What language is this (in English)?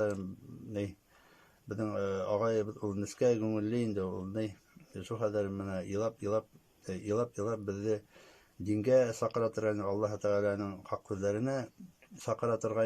Bashkir